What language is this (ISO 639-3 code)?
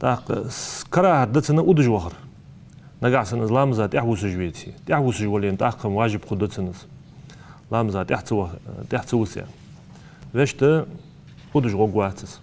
inh